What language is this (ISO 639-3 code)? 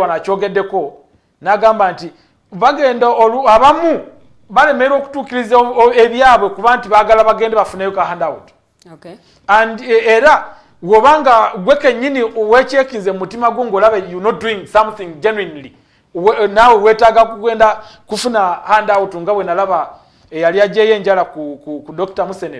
lug